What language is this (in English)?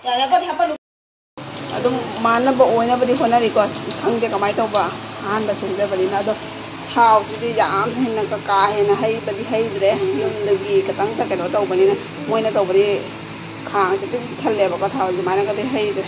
Manipuri